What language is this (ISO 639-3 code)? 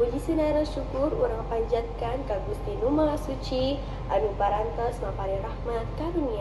sun